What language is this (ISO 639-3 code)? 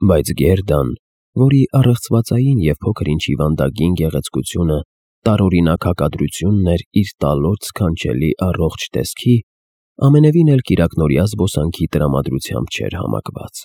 hye